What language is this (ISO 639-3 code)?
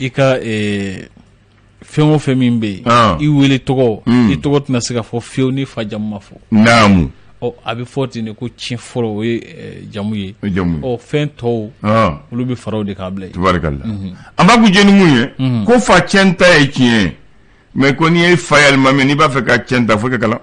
bam